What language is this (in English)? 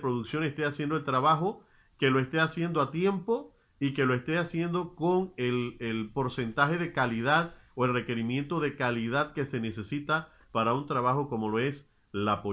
Spanish